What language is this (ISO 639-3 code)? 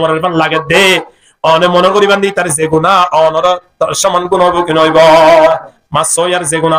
rhg